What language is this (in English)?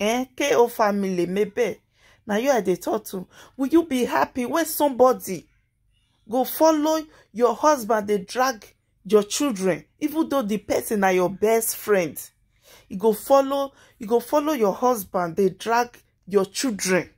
Nigerian Pidgin